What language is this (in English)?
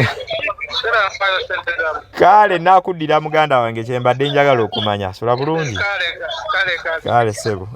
Ganda